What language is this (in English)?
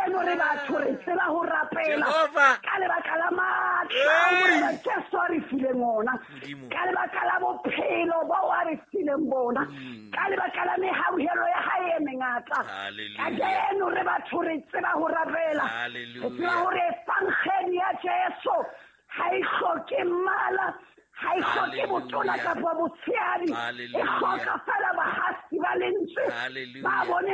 Southern Sotho